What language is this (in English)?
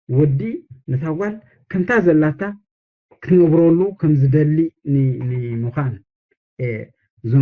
Tigrinya